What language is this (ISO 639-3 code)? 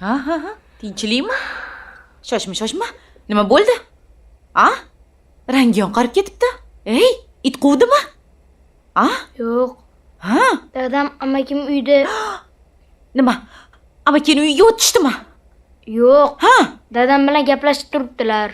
uzb